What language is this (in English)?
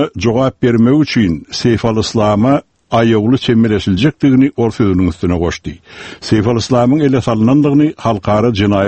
Turkmen